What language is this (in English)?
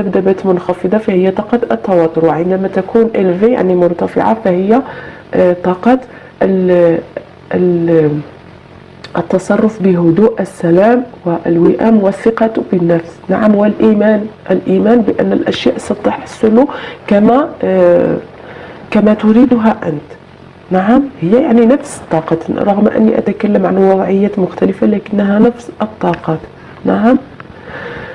Arabic